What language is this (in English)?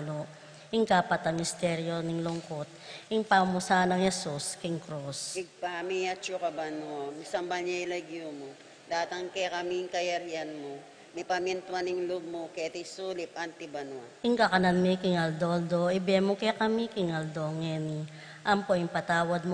Pampanga